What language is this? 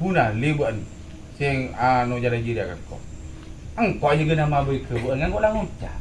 Madurese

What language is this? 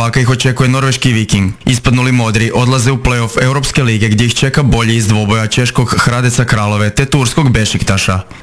Croatian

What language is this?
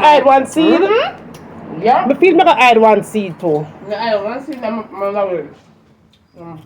Jamaican Creole English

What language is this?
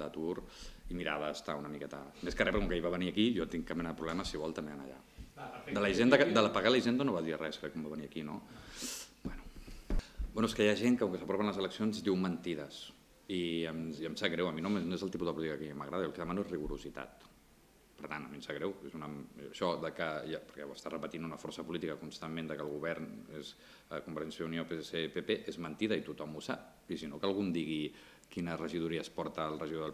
Catalan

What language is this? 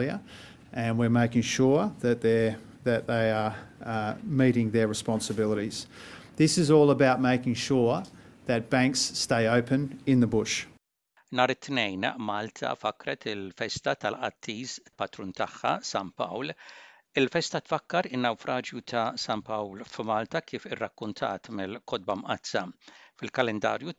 Maltese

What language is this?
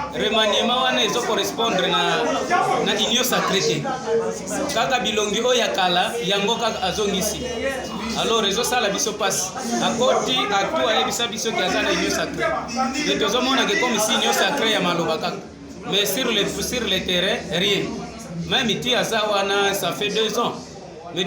Lingala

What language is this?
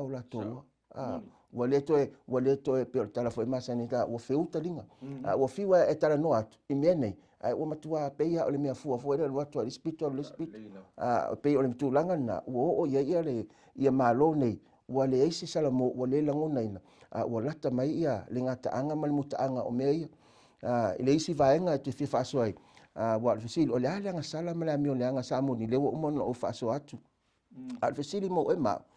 Samoan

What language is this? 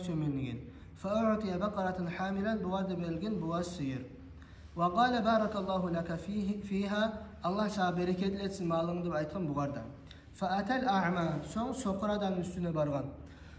Kumyk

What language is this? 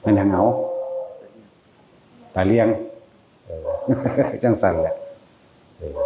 Lao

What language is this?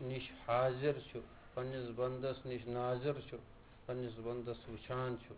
Kashmiri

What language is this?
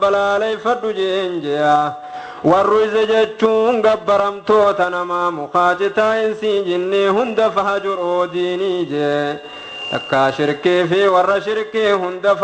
Oromo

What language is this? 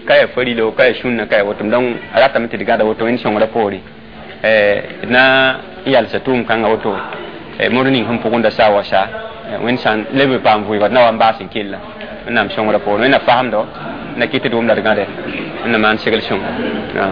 Mossi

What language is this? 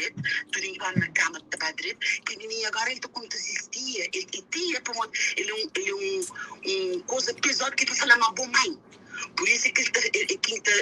Kabuverdianu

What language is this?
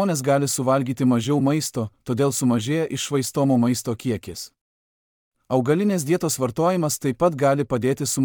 Lithuanian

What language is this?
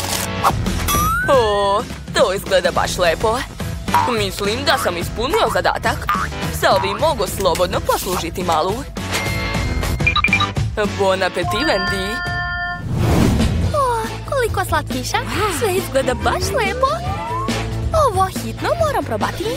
Serbian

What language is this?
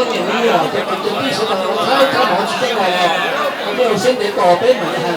Hmong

